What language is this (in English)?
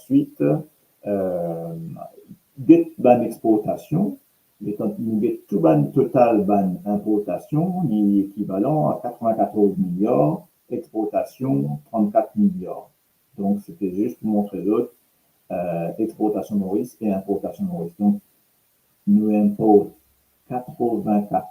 Morisyen